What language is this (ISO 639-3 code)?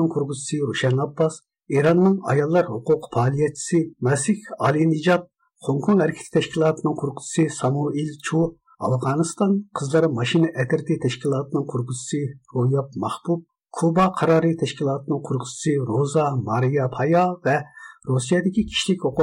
uig